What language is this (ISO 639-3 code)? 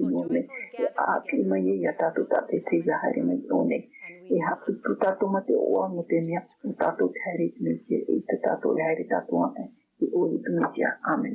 tah